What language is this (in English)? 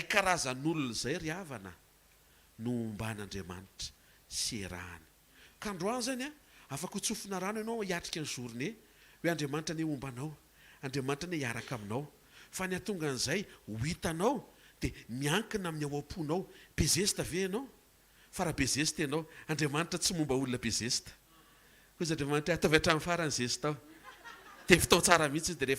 Malagasy